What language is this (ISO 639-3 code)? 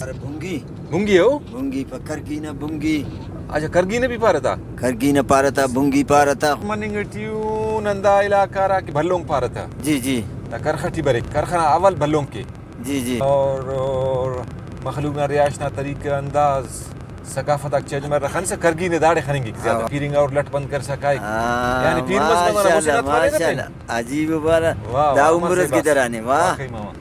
brh